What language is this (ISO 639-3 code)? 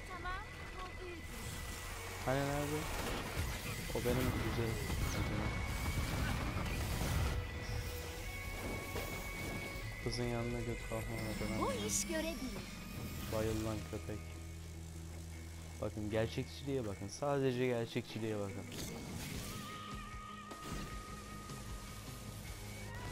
tur